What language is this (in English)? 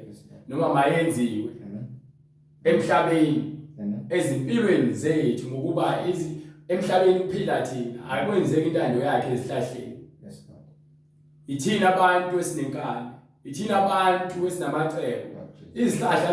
Zulu